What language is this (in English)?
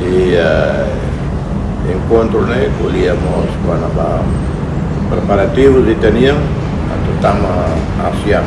Tetum